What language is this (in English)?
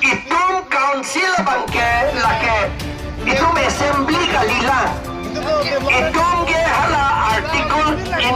Karbi